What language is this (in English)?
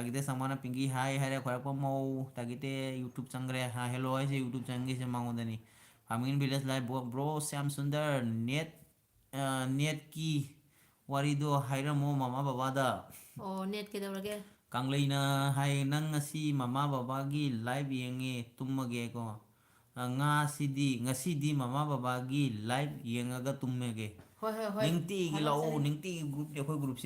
Manipuri